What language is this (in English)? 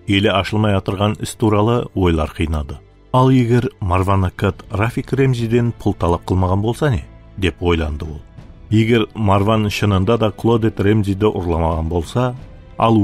Kara-Kalpak